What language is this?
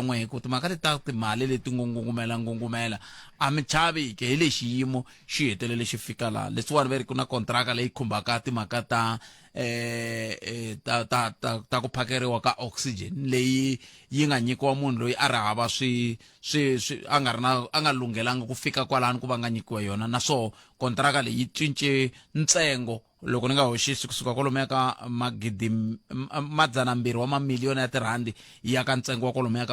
Tsonga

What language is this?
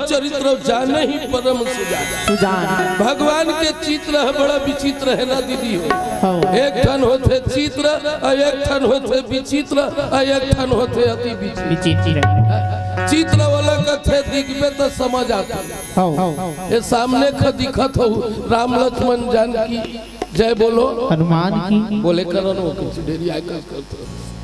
Chhattisgarhi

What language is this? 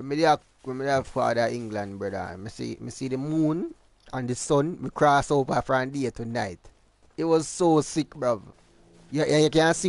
Jamaican Creole English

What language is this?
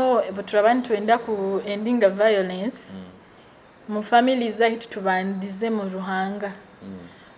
Nyoro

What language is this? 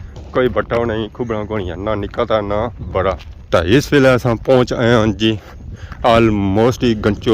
Pahari-Potwari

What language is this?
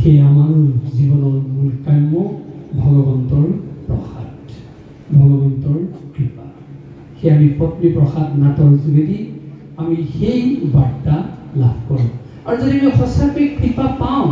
Assamese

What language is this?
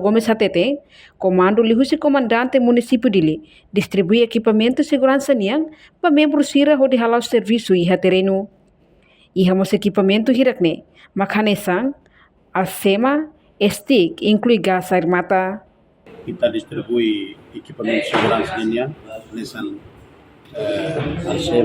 Tetum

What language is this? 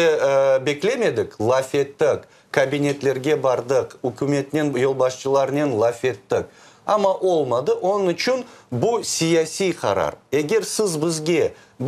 Crimean Tatar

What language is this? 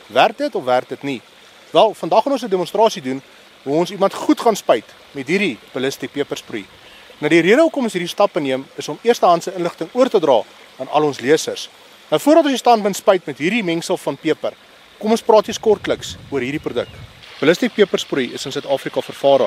Afrikaans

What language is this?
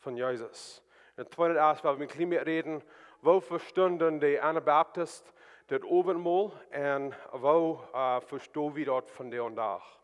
Plautdietsch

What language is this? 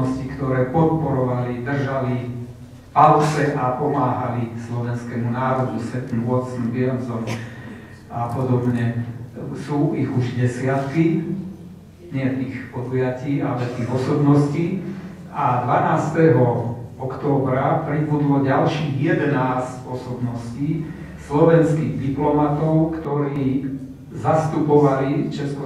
Slovak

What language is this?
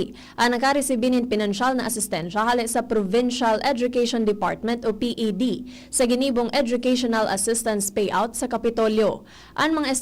Bikol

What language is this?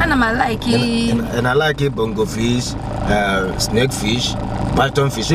Igbo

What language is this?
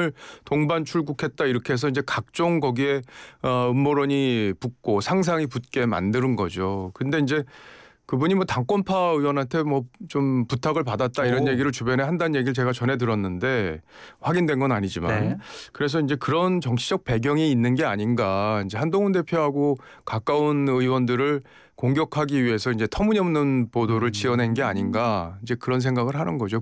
Korean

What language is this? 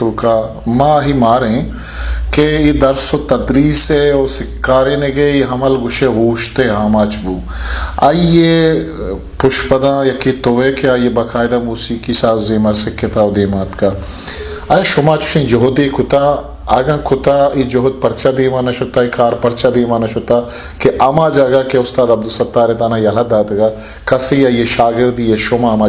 Eastern Balochi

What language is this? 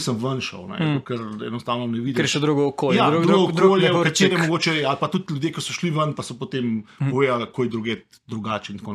Slovenian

